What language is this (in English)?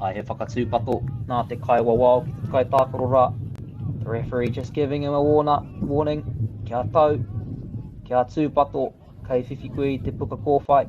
Māori